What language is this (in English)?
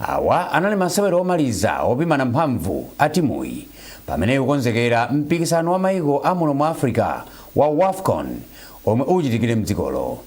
Nyanja